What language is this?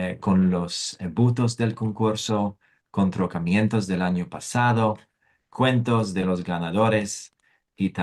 Ladino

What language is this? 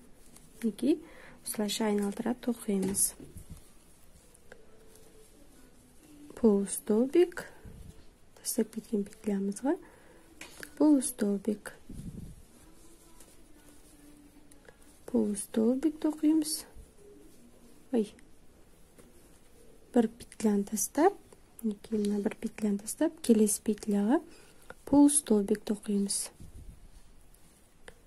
Kazakh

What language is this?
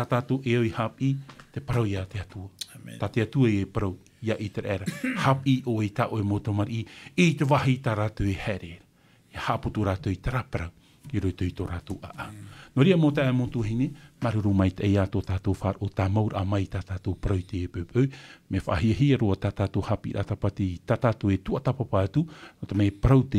Tahitian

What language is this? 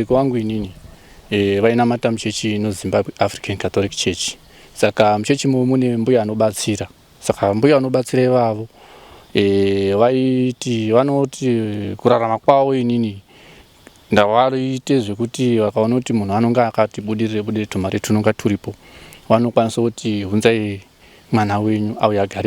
Shona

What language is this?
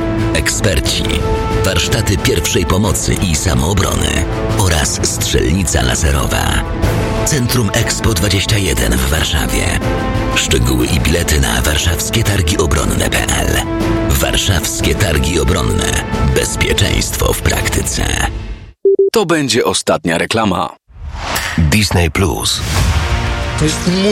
Polish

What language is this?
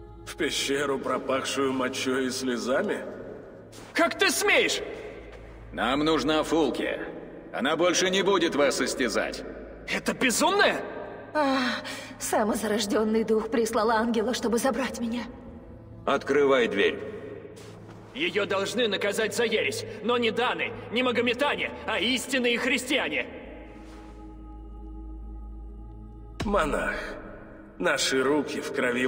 Russian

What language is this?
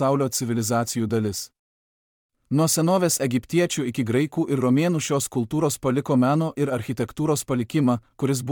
Lithuanian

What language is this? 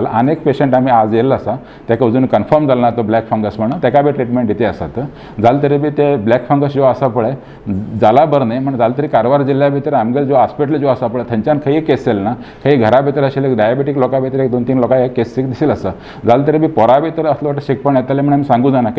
Konkani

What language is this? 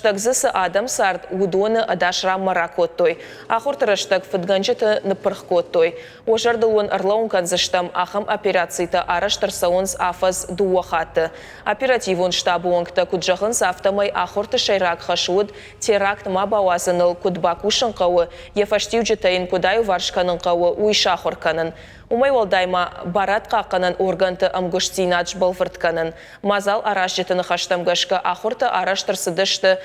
Ossetic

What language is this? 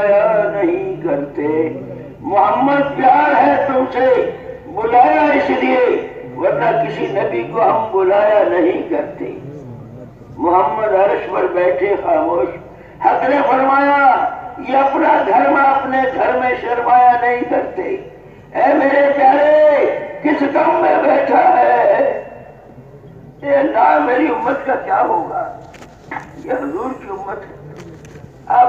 Urdu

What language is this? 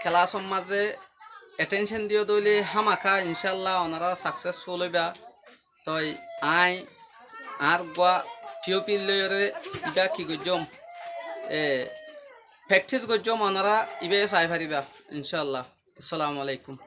Rohingya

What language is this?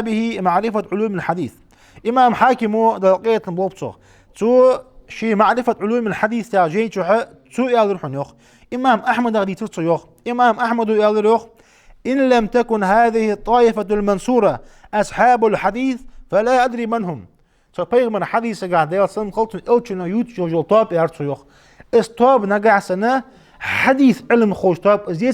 Ingush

